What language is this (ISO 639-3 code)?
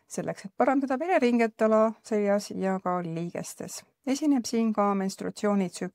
est